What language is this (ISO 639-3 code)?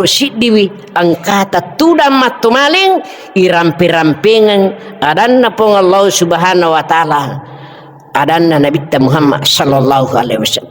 bug